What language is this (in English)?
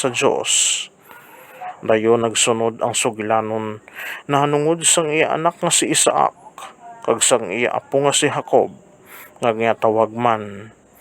Hiligaynon